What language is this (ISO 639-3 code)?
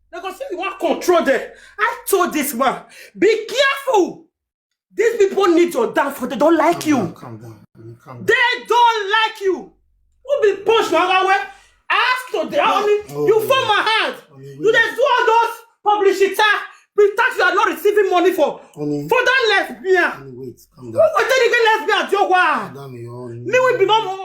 pcm